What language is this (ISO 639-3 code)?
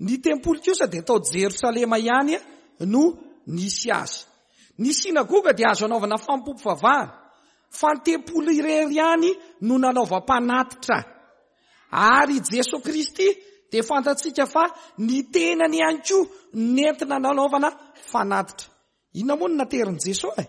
mlg